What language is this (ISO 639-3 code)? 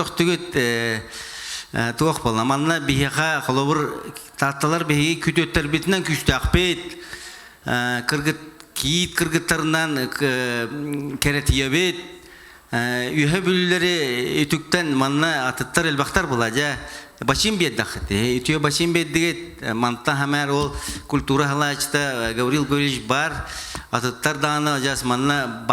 sah